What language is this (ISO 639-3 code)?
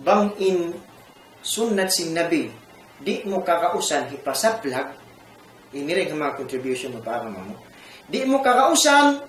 tsg